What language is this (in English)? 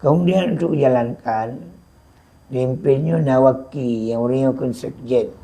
Achinese